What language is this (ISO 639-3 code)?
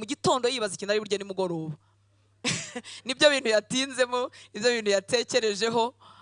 kin